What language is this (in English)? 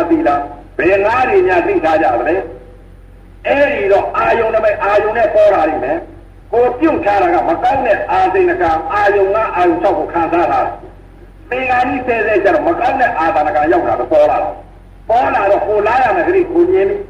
Burmese